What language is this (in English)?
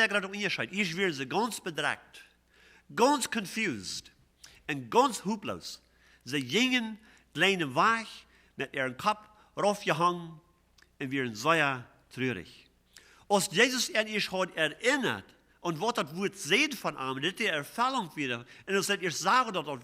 Plautdietsch